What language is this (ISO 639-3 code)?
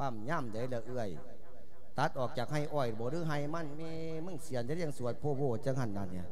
lao